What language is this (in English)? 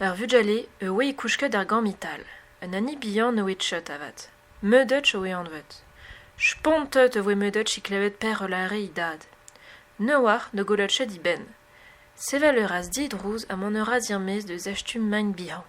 Breton